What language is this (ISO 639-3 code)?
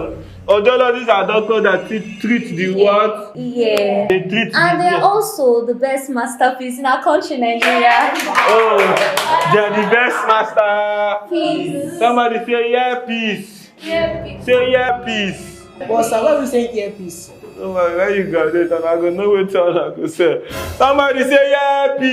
pcm